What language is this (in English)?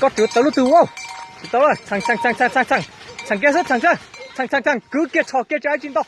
Hmong